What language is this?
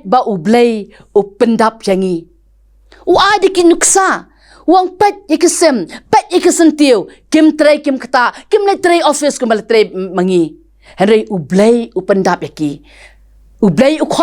Khasi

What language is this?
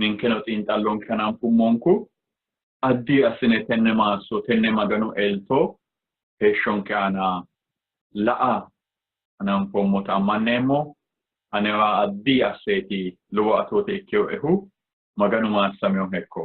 Sidamo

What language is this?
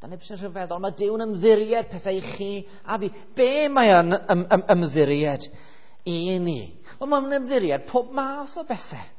Welsh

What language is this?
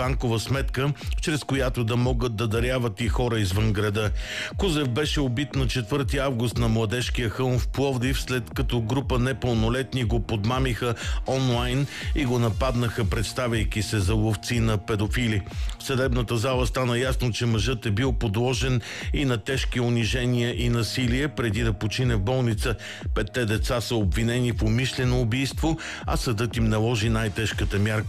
Bulgarian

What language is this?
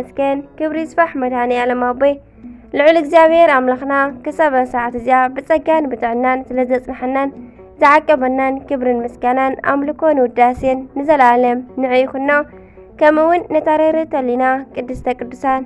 Tigrinya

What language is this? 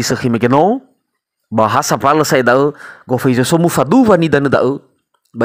Nias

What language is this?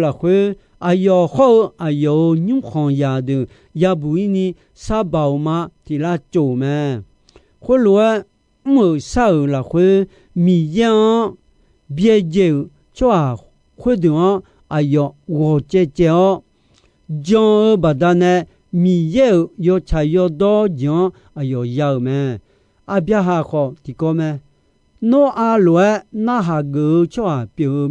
Akha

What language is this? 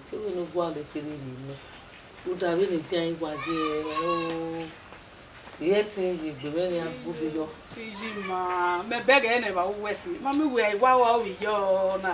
Bini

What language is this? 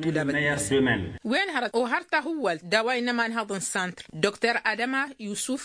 Tamasheq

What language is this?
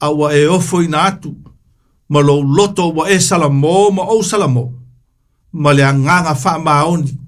Samoan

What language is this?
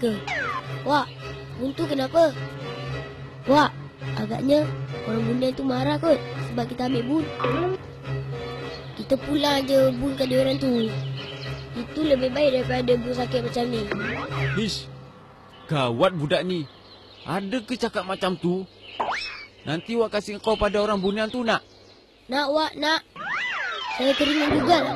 Malay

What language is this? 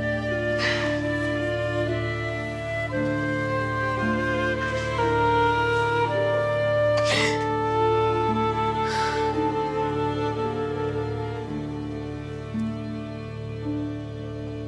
Turkish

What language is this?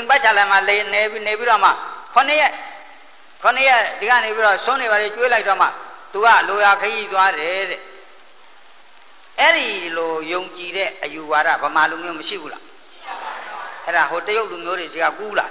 Burmese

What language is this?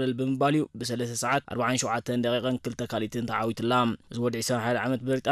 Tigrinya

